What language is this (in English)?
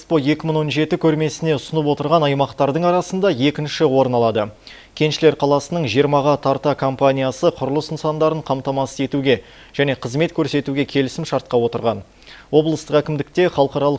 Kazakh